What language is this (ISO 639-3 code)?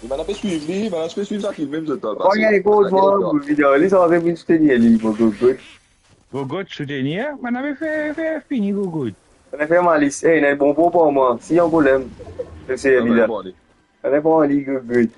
mfe